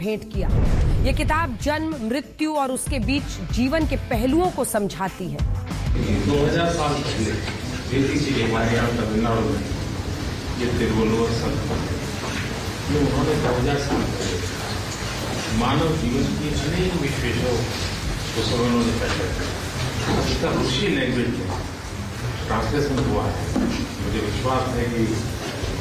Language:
Hindi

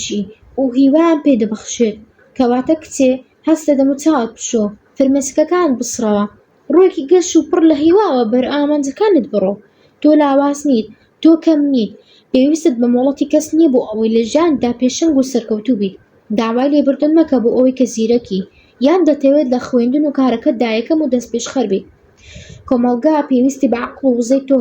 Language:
Central Kurdish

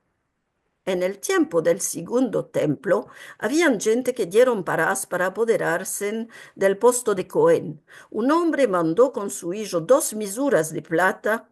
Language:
Ladino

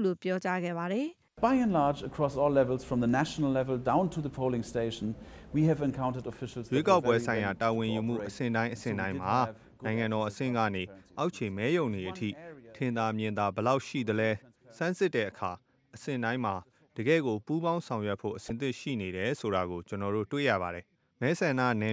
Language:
Burmese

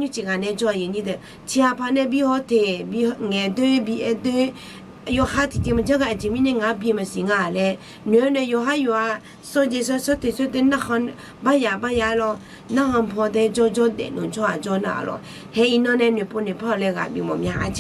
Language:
Akha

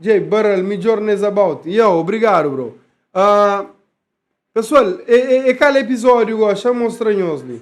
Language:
Kabuverdianu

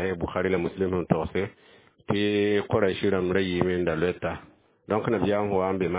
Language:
Mossi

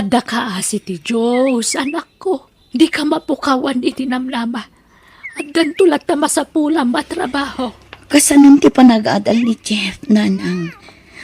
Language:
Iloko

